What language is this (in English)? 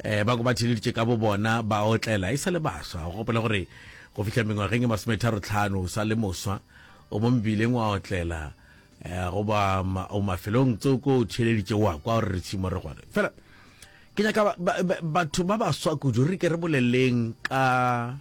Northern Sotho